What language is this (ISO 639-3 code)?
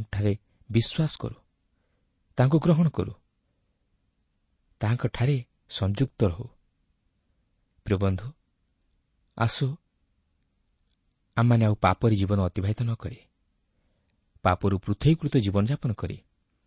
ori